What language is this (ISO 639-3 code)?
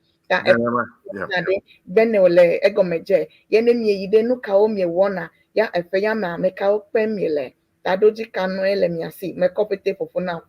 ewe